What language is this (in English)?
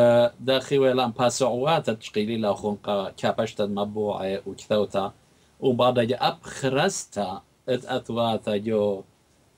Assyrian Neo-Aramaic